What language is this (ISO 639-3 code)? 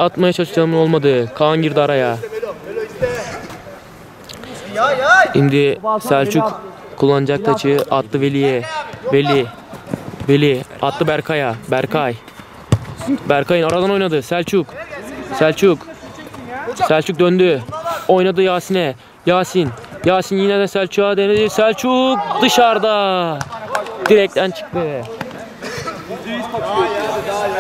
tur